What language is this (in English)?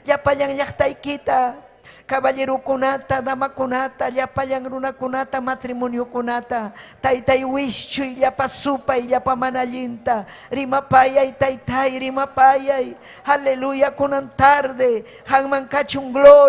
Ayacucho Quechua